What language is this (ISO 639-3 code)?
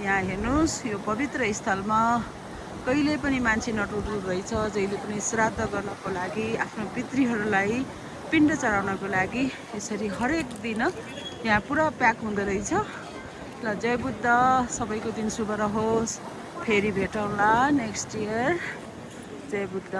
nep